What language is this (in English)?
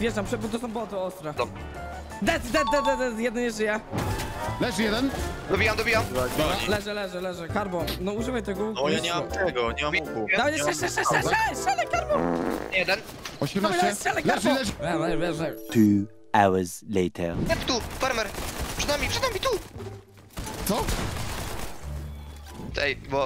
Polish